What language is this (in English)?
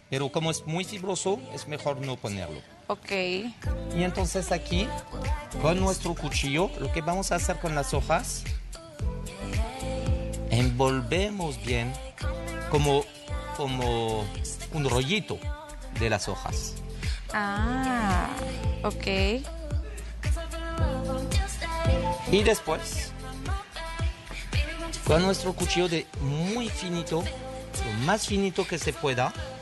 Spanish